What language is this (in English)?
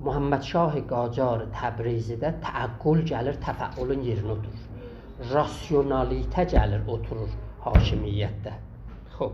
South Azerbaijani